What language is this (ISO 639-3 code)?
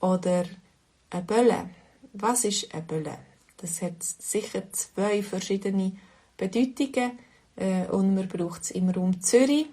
gsw